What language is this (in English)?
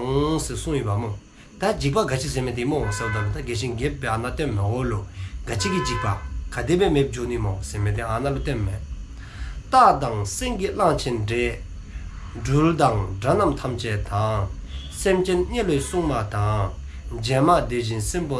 Dzongkha